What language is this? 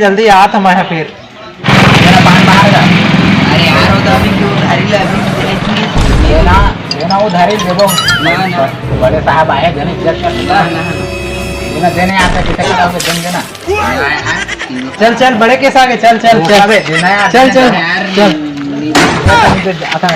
Chhattisgarhi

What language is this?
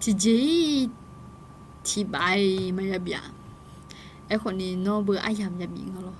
Akha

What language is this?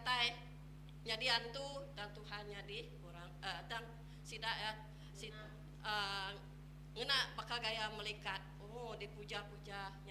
Iban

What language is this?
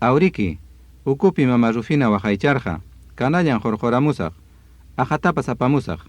Ayacucho Quechua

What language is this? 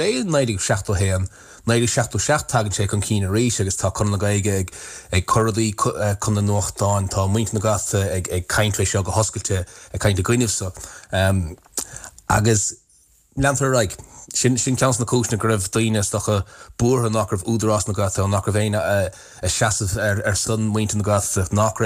Irish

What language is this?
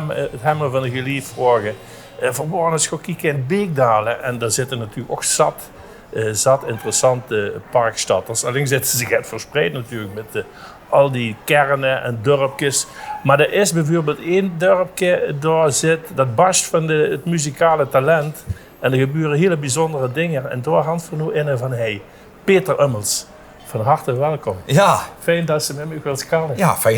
Limburgish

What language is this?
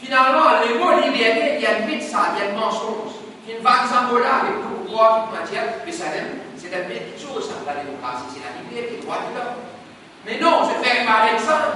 Morisyen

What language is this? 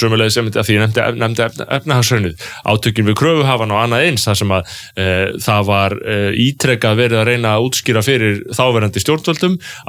Icelandic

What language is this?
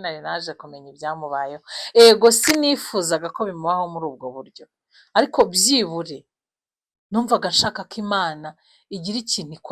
Kinyarwanda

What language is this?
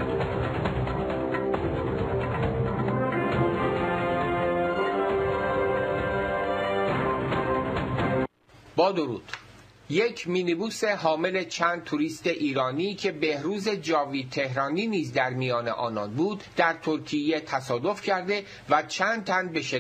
Persian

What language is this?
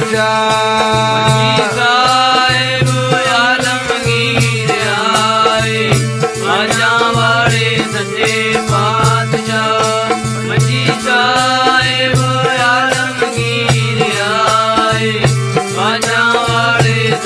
Punjabi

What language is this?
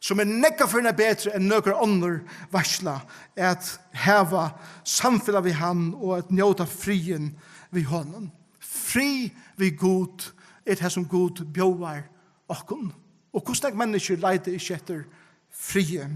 Faroese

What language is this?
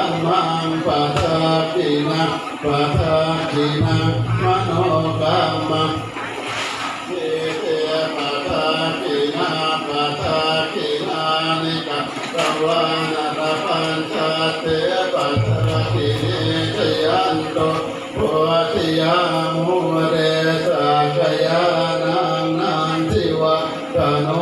Pali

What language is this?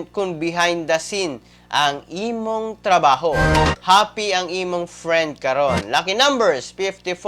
Cebuano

